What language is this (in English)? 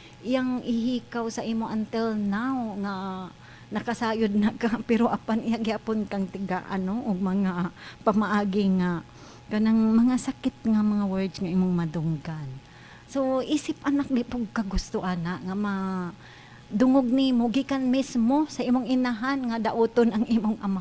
Cebuano